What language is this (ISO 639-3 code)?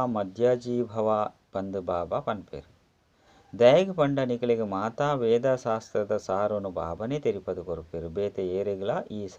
tcy